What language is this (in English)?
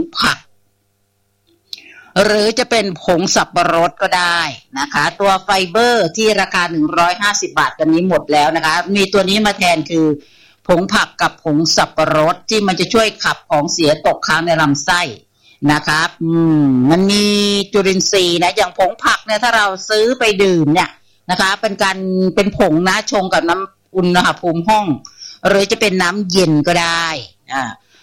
Thai